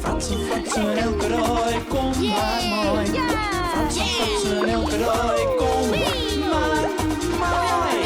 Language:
Western Frisian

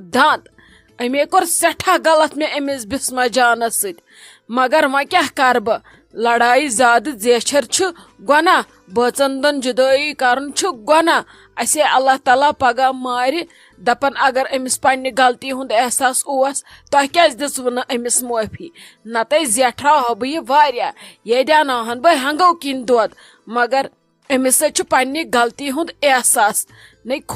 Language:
Kashmiri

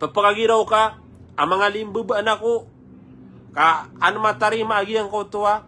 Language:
Maranao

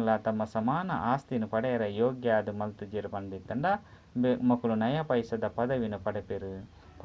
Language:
Tulu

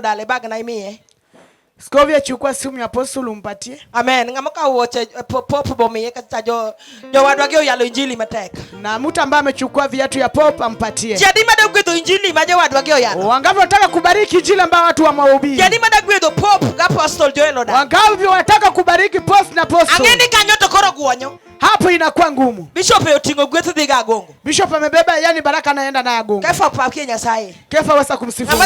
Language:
Luo (Kenya and Tanzania)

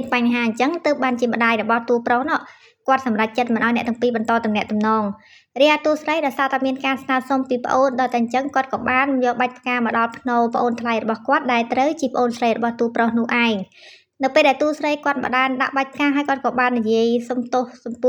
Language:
Khmer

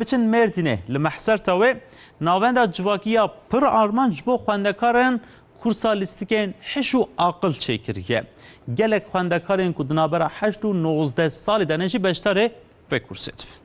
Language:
Kurdish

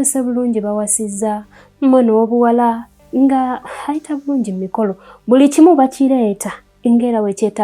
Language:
Ganda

